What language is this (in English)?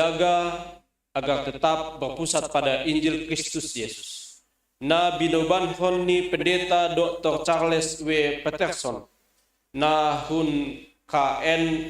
Batak Simalungun